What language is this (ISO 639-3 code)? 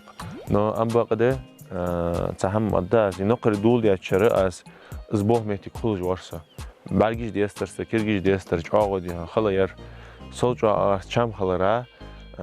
inh